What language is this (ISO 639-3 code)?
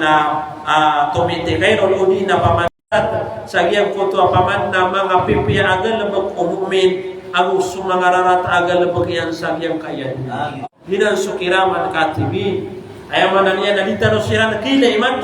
mrw